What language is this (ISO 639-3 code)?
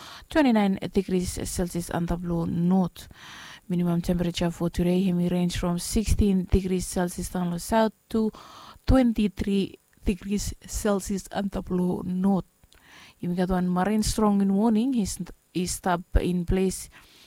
bis